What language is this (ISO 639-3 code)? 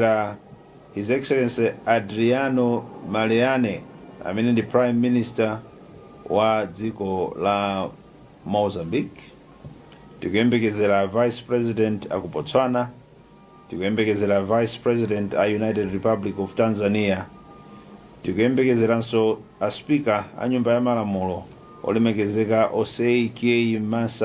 nya